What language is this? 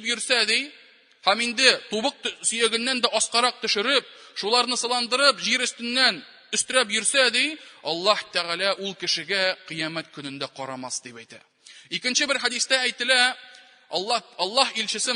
Tatar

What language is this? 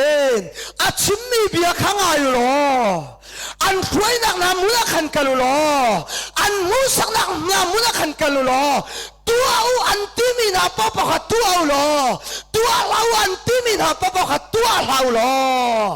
Hakha Chin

